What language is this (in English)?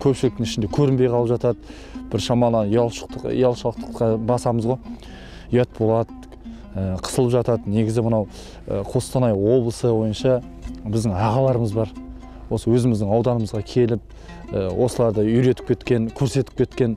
Kazakh